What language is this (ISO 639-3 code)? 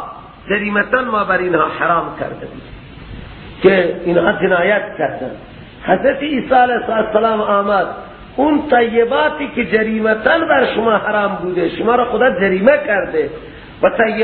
fas